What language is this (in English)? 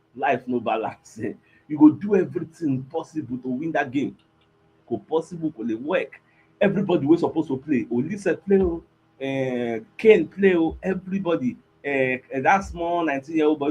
Nigerian Pidgin